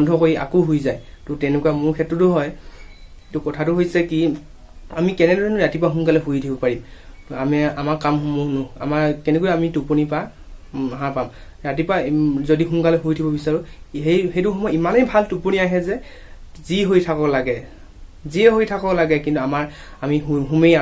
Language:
Assamese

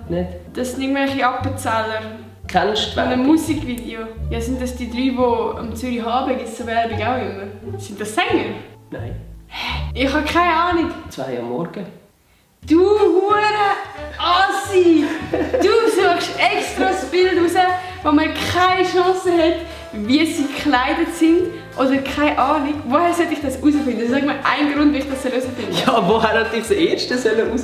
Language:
Swiss German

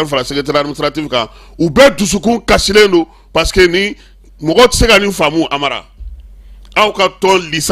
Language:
Bambara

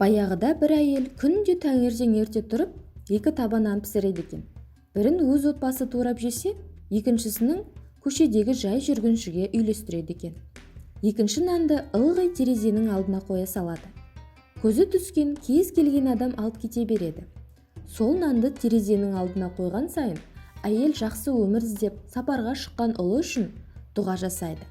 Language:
Kazakh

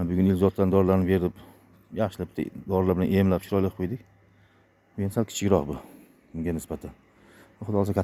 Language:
Uzbek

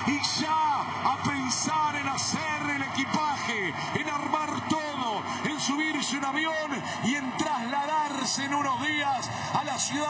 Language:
Spanish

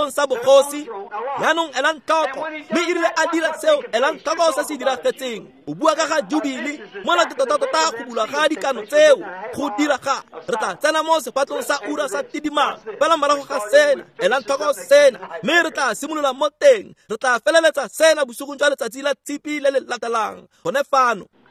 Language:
Tswana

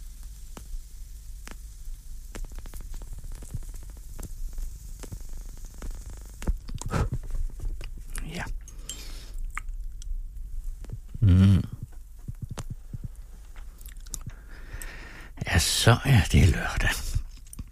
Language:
Danish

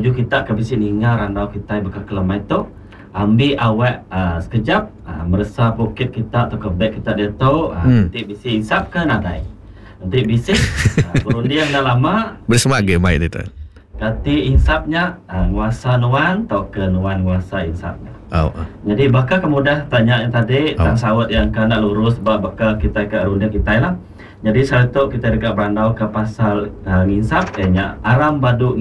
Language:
Iban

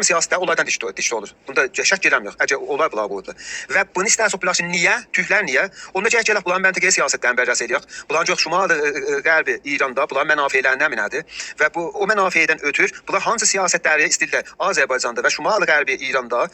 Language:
South Azerbaijani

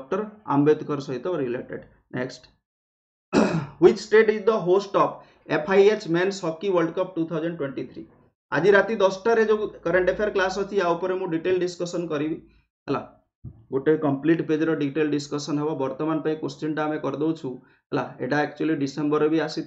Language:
Odia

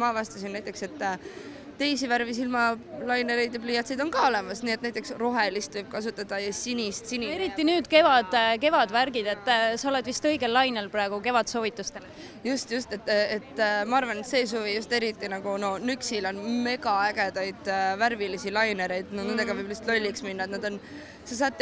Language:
Estonian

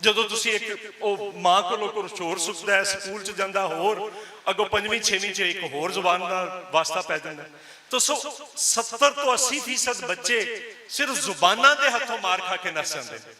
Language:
Western Panjabi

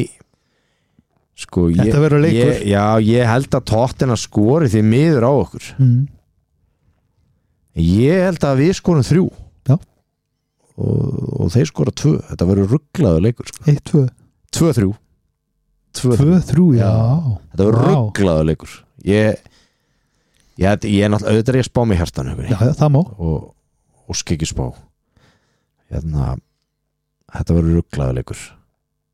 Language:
Icelandic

